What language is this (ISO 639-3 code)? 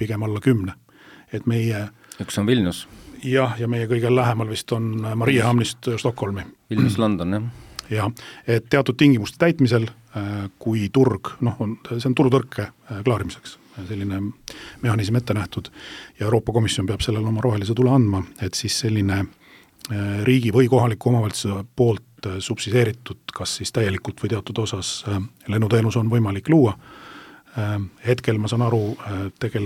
est